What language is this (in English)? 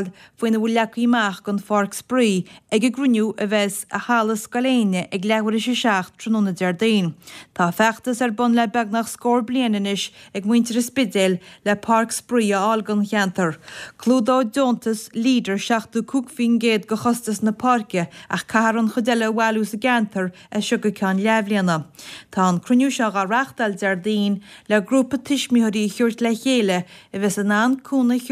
Irish